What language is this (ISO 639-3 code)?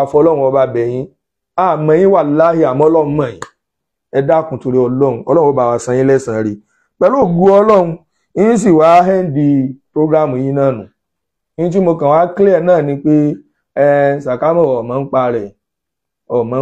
yor